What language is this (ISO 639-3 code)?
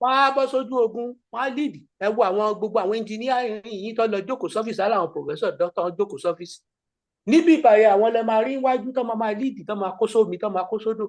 yor